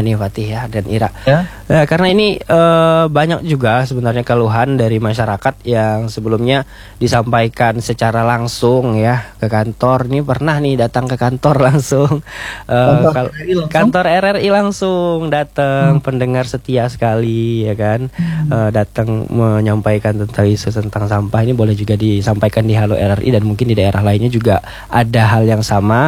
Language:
Indonesian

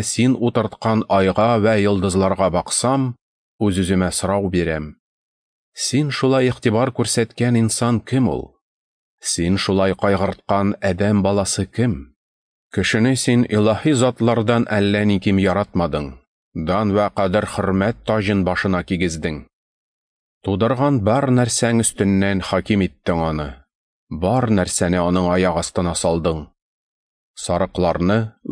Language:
Tatar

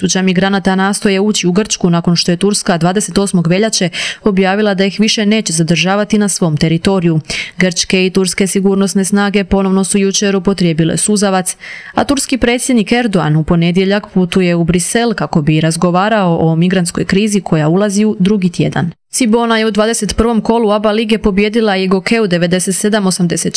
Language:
Croatian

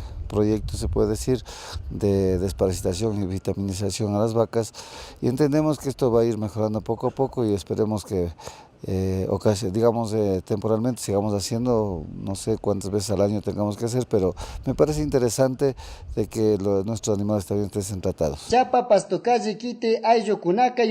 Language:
Chimborazo Highland Quichua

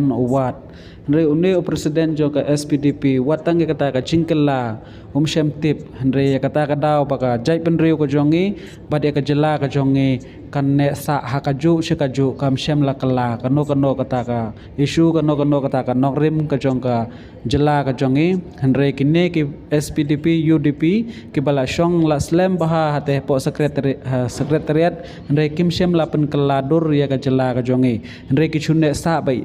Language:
Khasi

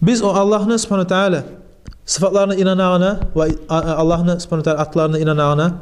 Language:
Kumyk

